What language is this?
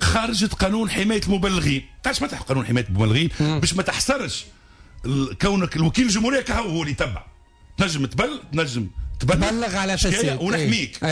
Tunisian Arabic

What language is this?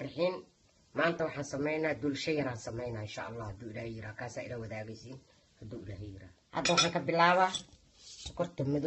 Somali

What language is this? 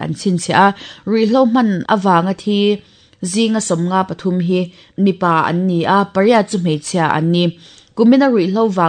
Mizo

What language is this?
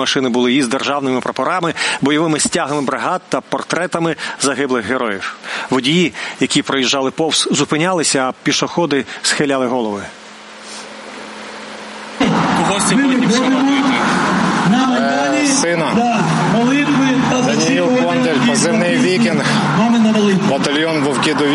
Ukrainian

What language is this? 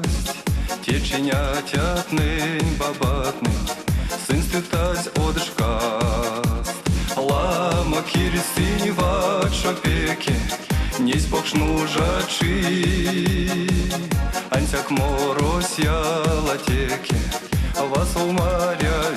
Erzya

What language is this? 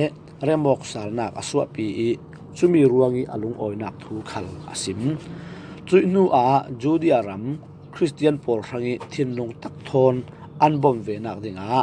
Falam Chin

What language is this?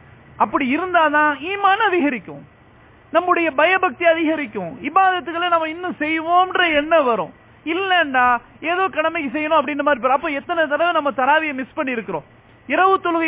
Tamil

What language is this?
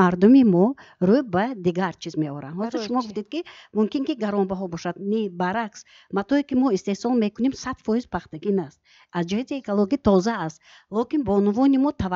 Tajik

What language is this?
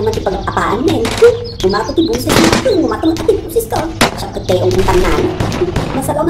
Iloko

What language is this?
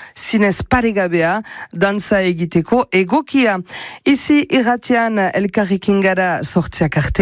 Basque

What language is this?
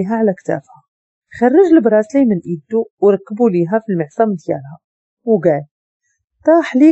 Moroccan Arabic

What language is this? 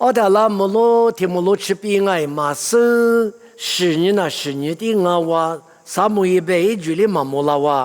Lisu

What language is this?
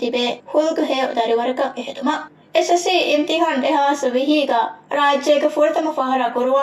Divehi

